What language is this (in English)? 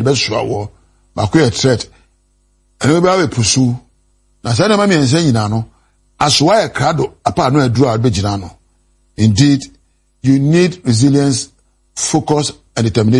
Akan